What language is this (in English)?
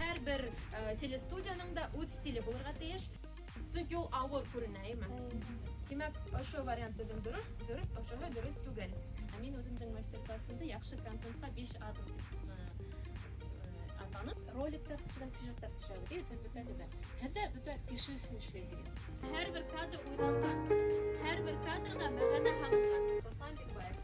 Bashkir